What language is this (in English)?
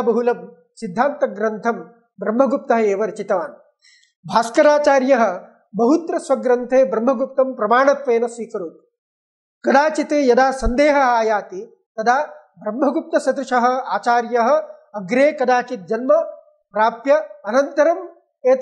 Sanskrit